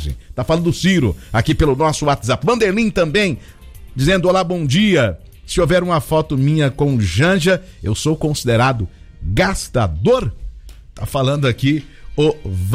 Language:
Portuguese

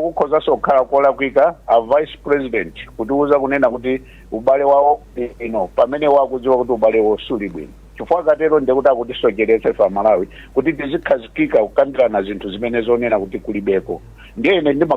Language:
Nyanja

